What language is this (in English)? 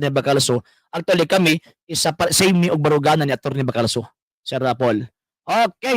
Cebuano